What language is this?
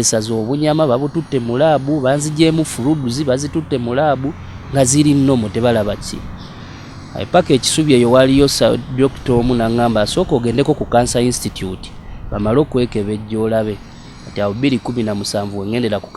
Ganda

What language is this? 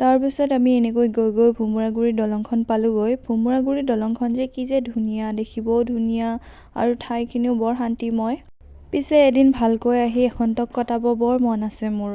Assamese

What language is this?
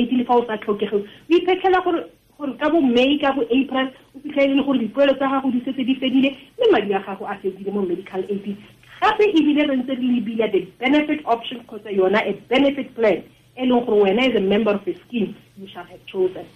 Tswana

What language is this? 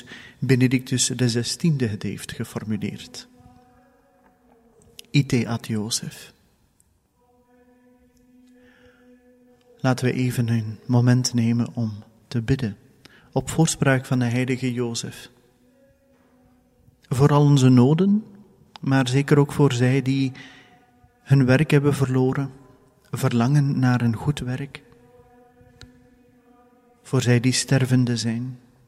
Dutch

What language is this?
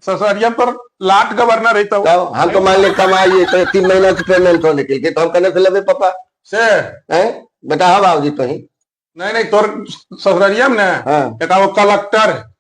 Magahi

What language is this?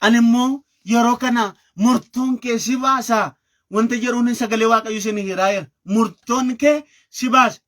Oromo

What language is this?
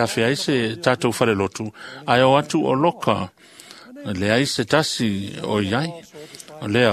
Samoan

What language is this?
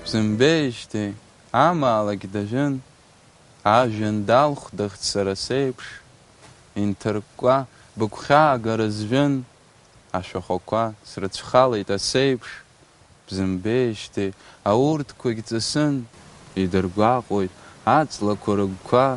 Abkhazian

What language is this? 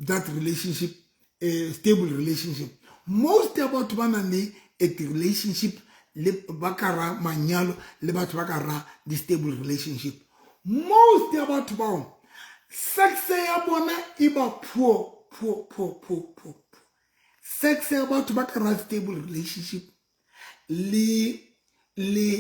Southern Sotho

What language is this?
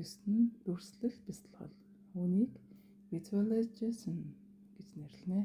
Mongolian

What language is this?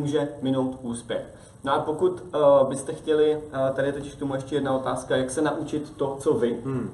Czech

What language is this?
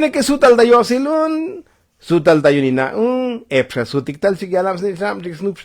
Tzotzil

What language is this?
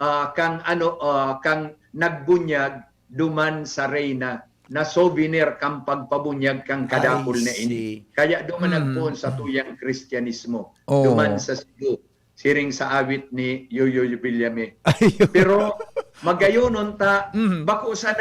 Bikol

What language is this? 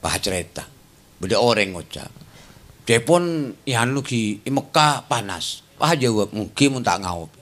Madurese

